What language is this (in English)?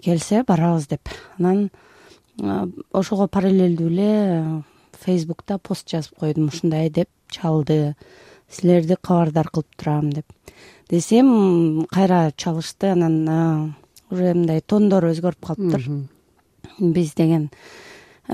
Kyrgyz